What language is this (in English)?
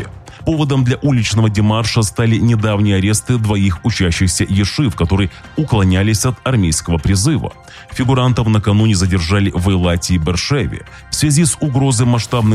Russian